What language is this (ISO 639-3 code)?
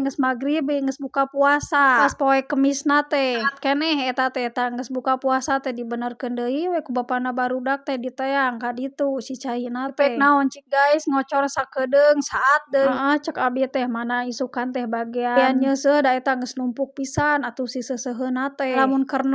sun